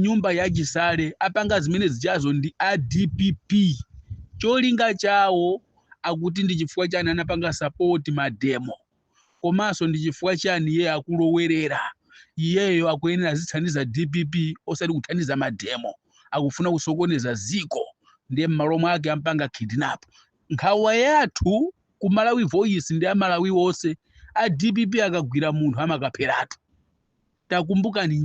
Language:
Nyanja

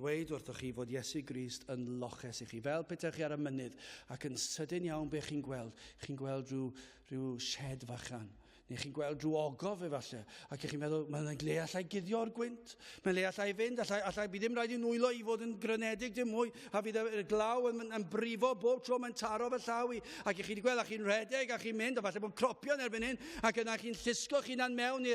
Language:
Welsh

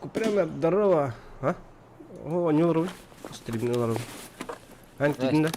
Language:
Yakut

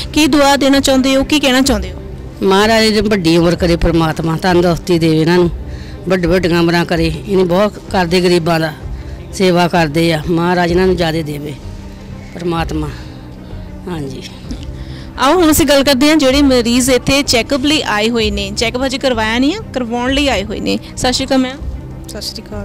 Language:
Punjabi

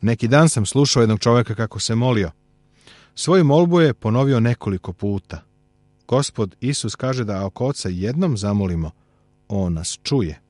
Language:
Serbian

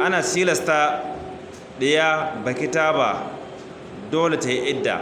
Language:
Hausa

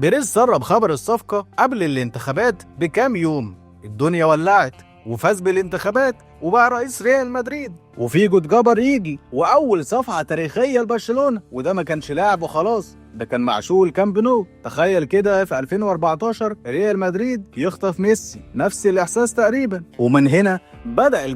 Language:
Egyptian Arabic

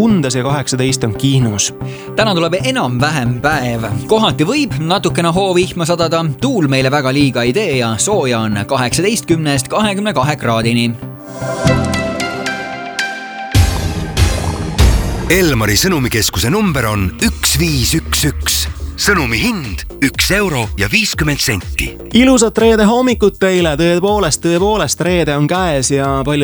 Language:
Estonian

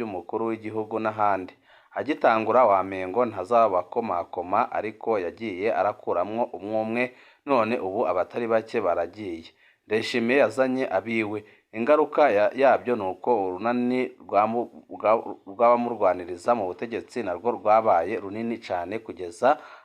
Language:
Rundi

